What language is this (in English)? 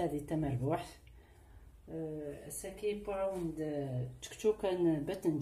Kabyle